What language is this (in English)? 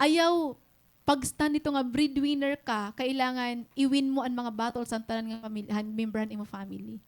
Waray